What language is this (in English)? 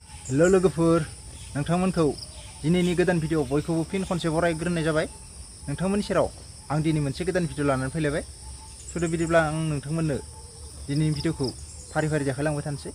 Bodo